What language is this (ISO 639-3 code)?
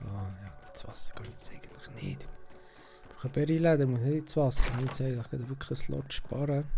gsw